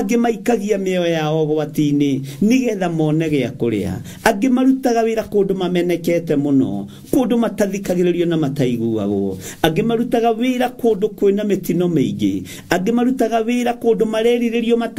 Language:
Kikuyu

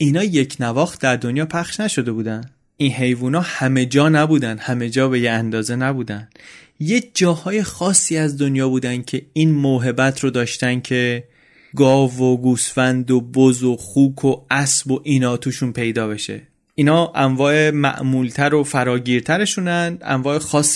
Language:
Persian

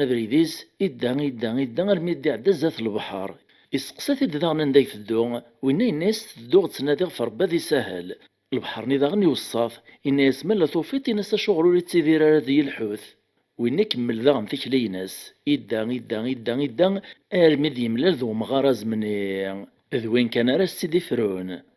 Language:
Kabyle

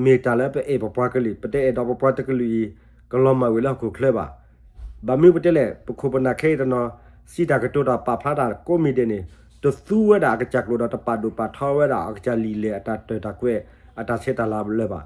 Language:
S'gaw Karen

